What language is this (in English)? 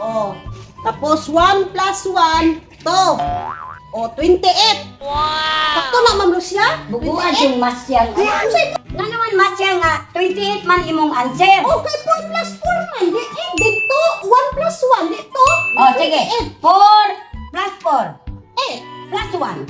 Cebuano